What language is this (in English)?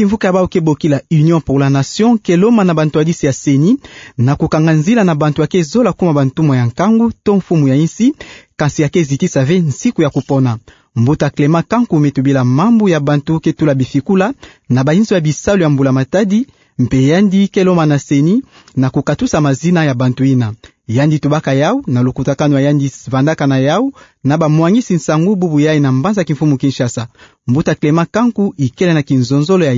Kituba (Democratic Republic of Congo)